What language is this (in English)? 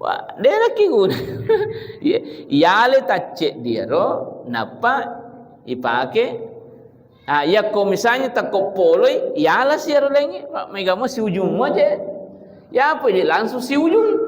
Buginese